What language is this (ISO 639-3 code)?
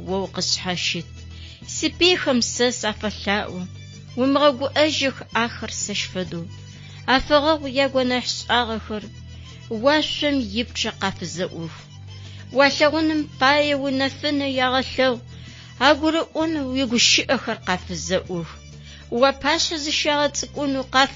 ady